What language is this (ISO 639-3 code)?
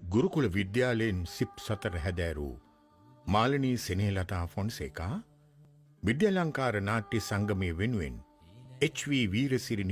sin